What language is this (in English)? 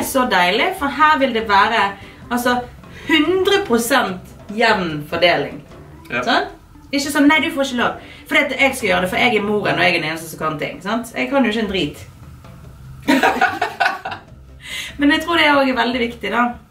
Norwegian